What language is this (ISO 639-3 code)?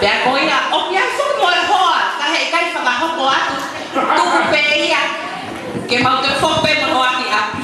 ton